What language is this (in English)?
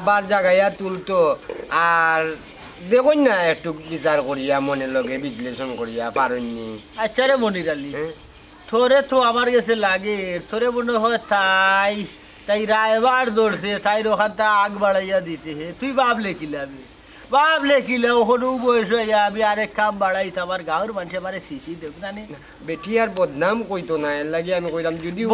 Sylheti